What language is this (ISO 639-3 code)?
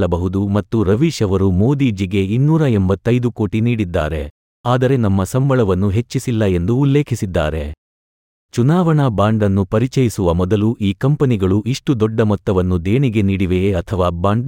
kan